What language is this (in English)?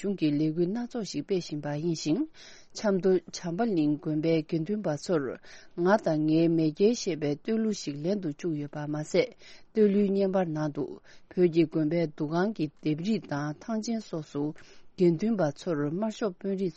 Tibetan